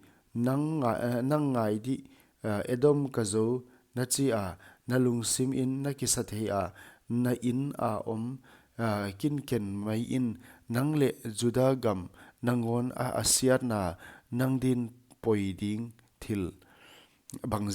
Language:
Paite Chin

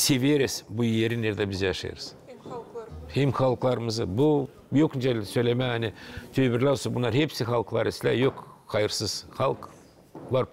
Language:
Gagauz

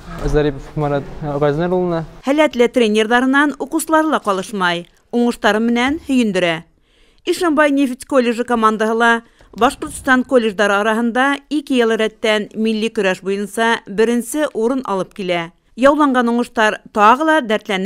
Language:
Bashkir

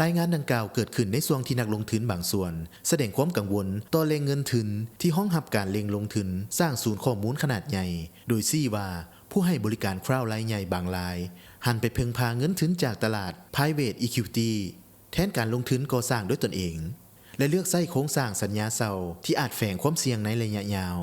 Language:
Lao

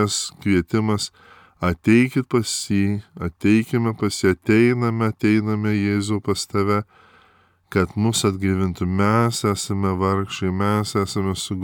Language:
Lithuanian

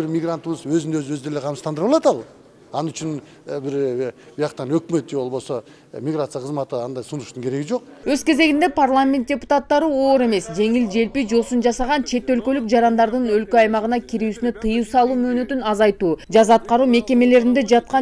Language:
Kyrgyz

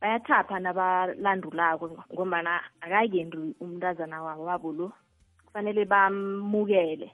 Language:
South Ndebele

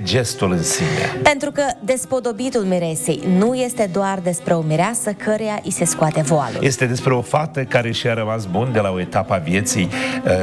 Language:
Romanian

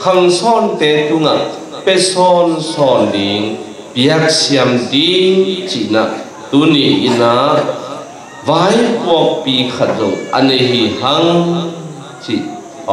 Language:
Tedim Chin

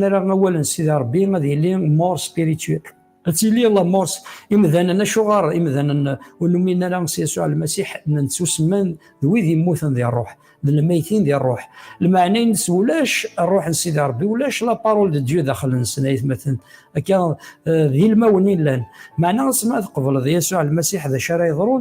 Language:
Kabyle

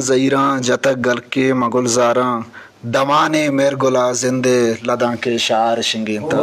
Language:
Eastern Balochi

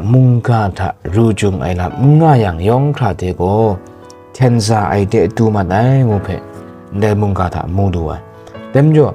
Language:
Kachin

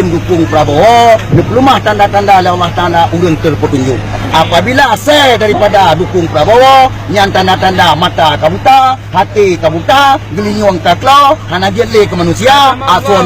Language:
Achinese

